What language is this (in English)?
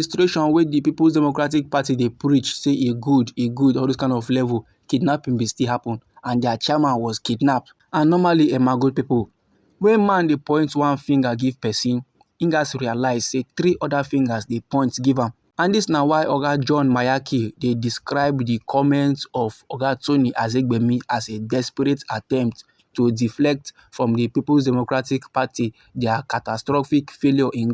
Nigerian Pidgin